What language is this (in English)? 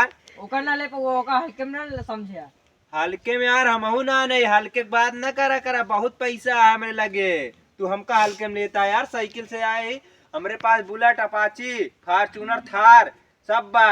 Awadhi